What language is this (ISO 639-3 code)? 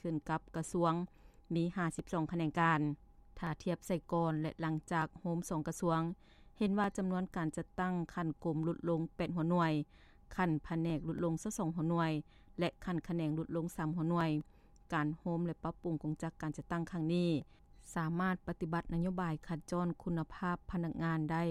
lao